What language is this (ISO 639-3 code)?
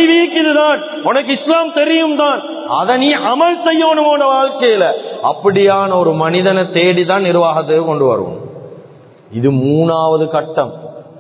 tam